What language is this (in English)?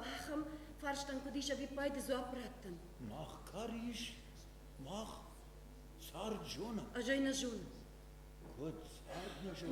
Ossetic